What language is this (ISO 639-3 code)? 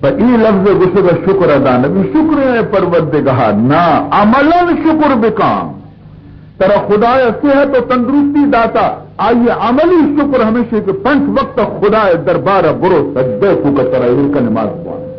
bal